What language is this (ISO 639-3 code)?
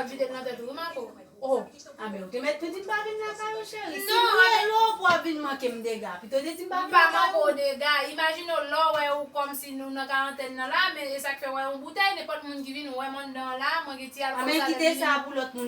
hat